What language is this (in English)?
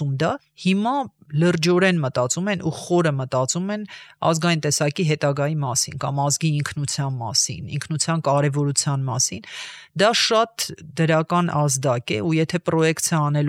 Armenian